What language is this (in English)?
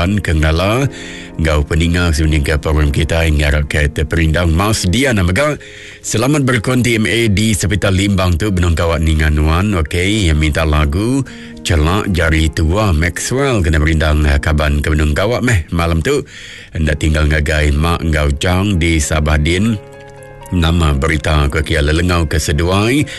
Iban